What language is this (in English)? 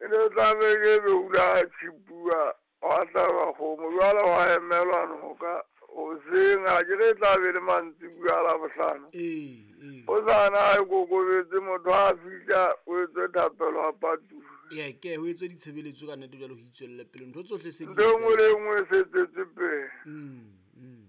Southern Sotho